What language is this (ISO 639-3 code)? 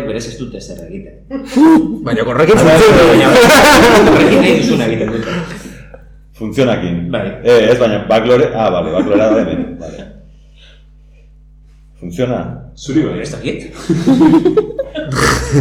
eus